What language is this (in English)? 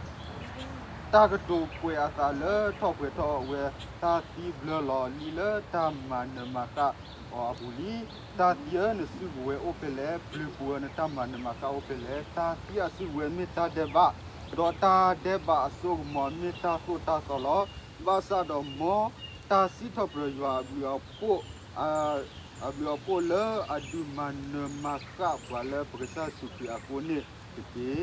S'gaw Karen